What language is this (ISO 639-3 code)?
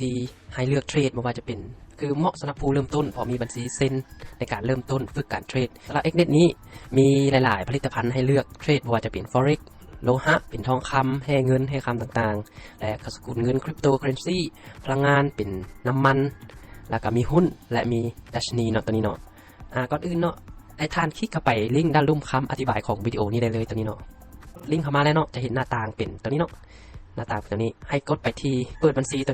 lao